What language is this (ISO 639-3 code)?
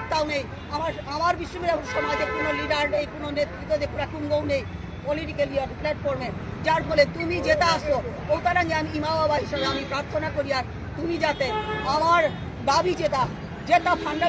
bpy